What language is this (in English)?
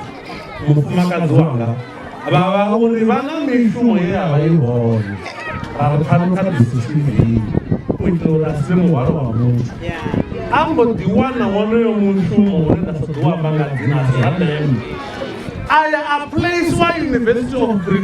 Venda